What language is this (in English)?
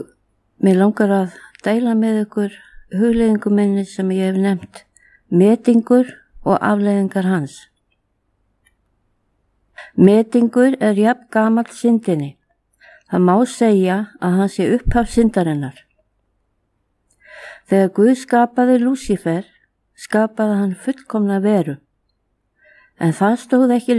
Icelandic